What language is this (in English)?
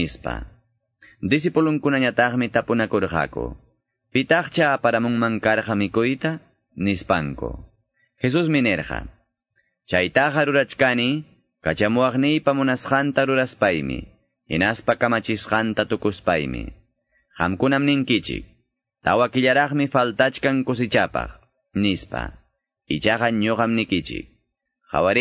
Quechua